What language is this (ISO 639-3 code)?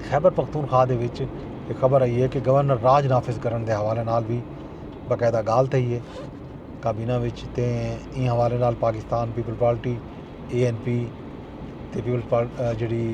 skr